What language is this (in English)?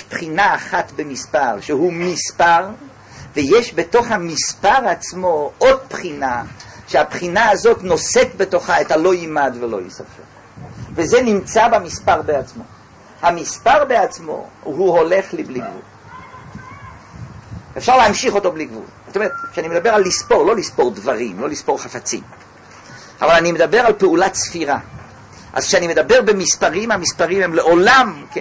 Hebrew